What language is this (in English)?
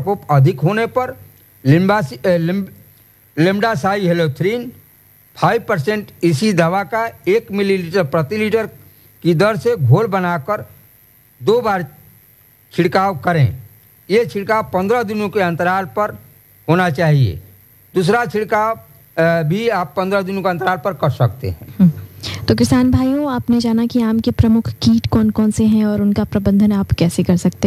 Hindi